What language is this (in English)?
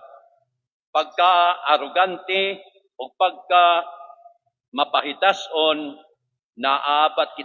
Waray